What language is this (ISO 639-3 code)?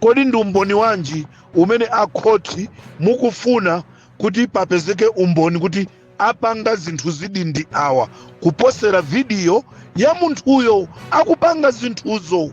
nya